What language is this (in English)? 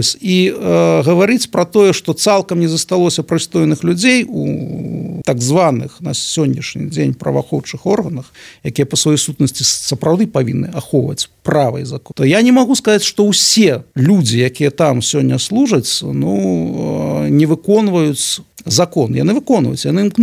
Belarusian